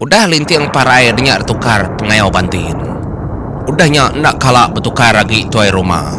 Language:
Iban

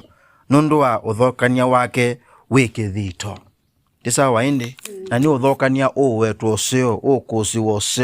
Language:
Kamba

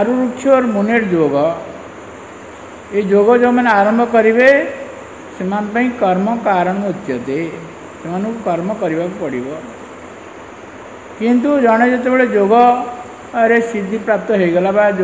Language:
Odia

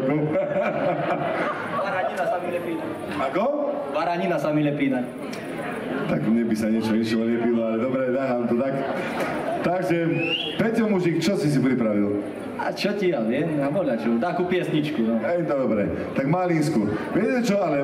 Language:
Slovak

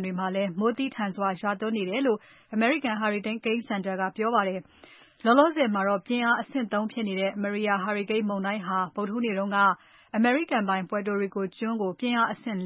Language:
Burmese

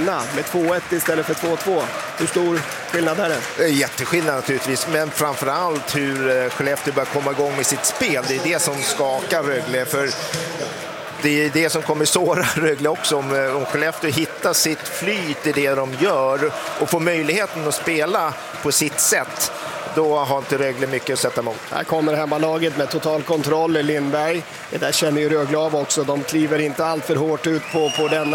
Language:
Swedish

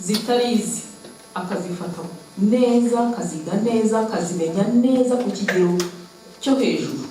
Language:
Kinyarwanda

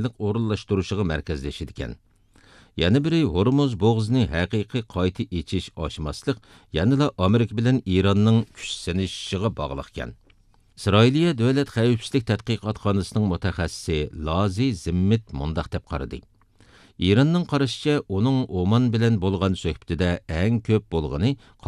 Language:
Uyghur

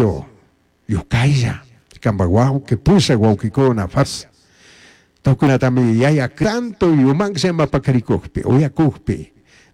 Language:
Chimborazo Highland Quichua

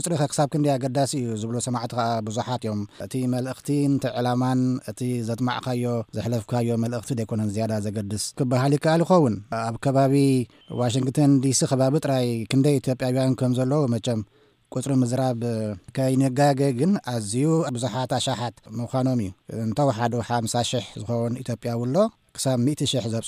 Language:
Tigrinya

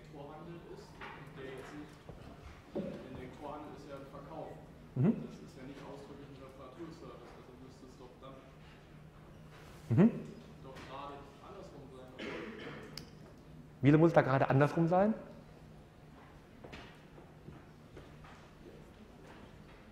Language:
German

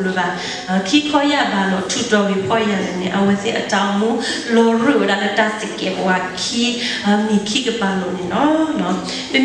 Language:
S'gaw Karen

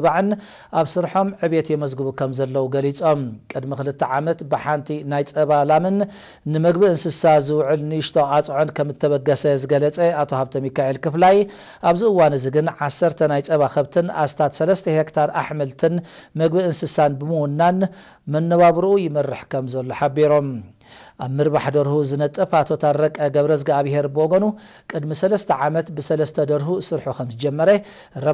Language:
Tigrinya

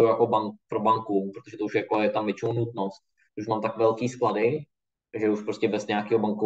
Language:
Czech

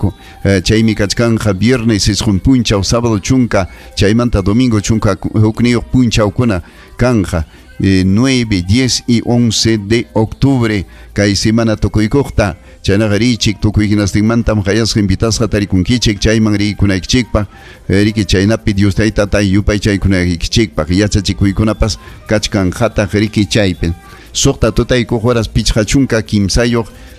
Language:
Ayacucho Quechua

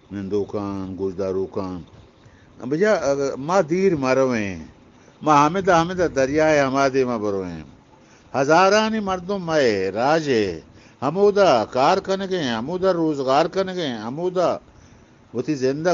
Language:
Eastern Balochi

